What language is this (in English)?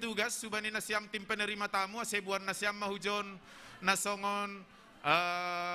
Batak Simalungun